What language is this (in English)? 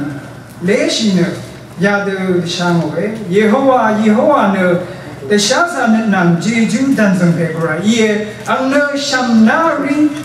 Rawang